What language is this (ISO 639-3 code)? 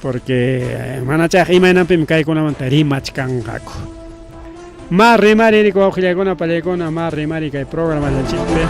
quy